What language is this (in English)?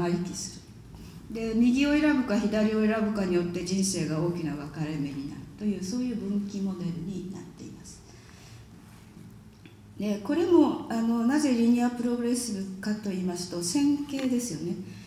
Japanese